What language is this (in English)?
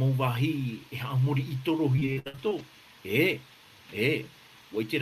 Tahitian